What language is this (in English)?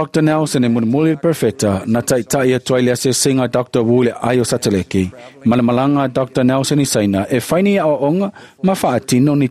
Samoan